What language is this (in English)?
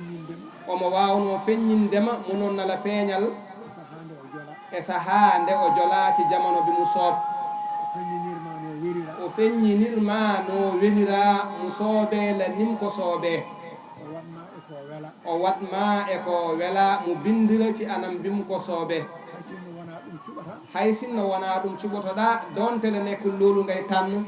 Fula